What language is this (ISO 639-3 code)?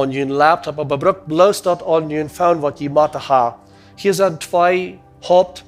pdt